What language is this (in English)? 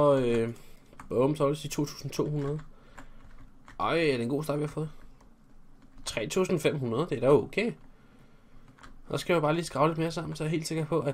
Danish